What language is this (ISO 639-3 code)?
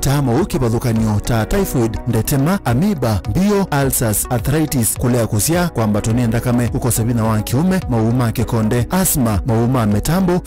kam